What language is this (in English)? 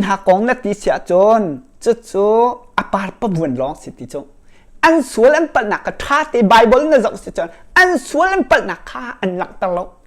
Hakha Chin